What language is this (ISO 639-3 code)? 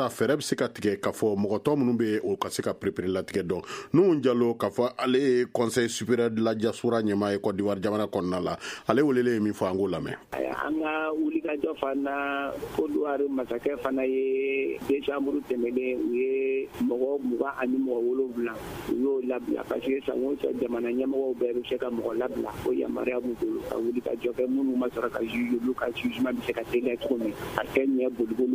bam